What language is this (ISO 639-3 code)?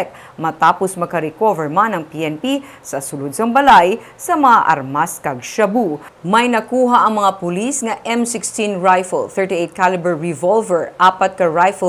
hil